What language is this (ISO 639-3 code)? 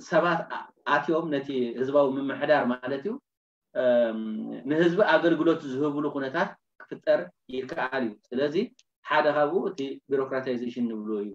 tir